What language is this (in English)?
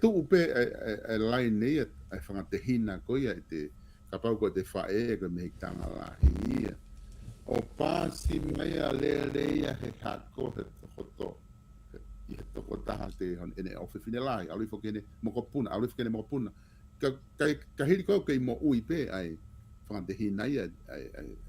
Tongan